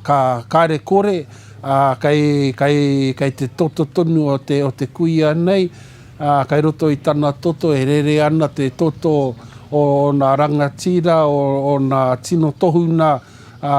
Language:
Māori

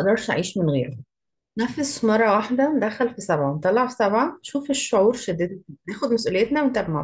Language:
Egyptian Arabic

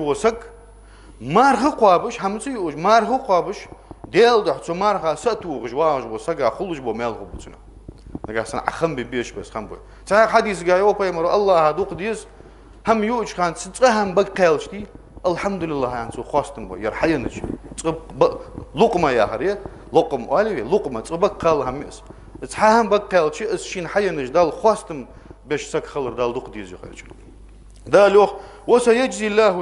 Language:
Ingush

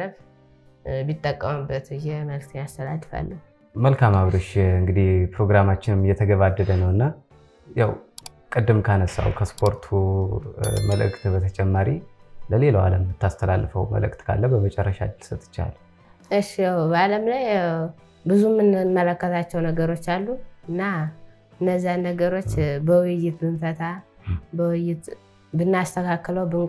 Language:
Amharic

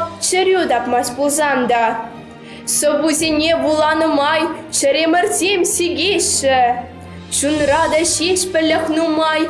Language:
Chuvash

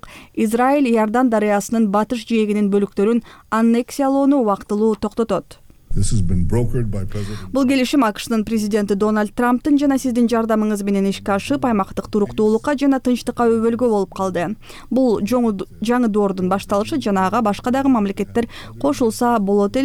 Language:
Kyrgyz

